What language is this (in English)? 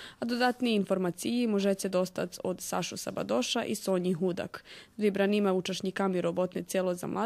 Rusyn